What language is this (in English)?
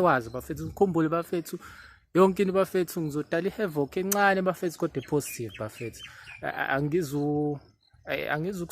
Zulu